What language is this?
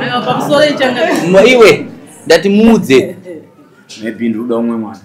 Shona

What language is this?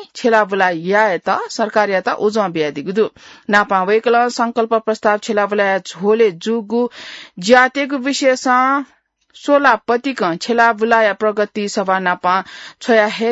Newari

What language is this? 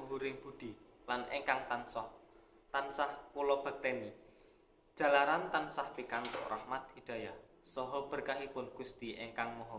Javanese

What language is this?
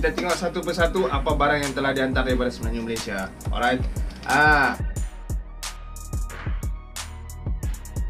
Malay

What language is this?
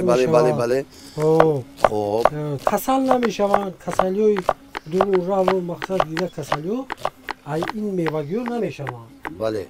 Tajik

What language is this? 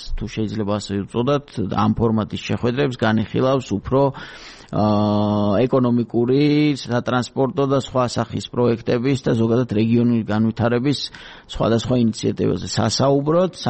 Georgian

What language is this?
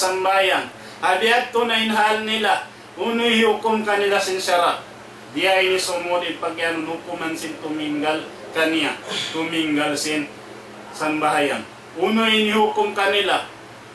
Tausug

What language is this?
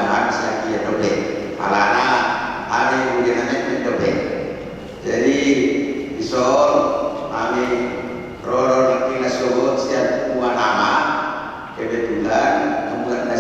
Batak Toba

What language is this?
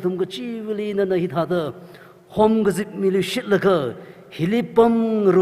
Tangkhul Naga (India)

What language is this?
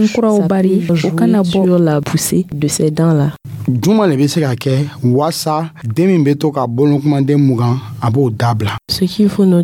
Dyula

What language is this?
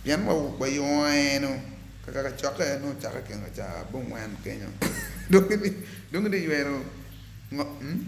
Acoli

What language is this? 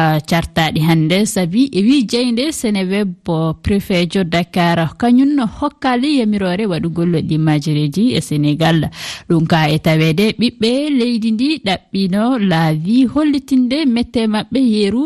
Fula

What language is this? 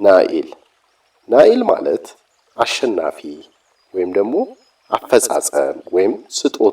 Amharic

